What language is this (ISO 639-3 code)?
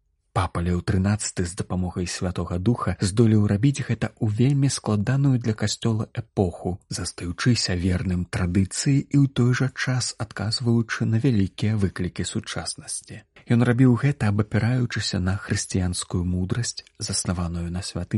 bel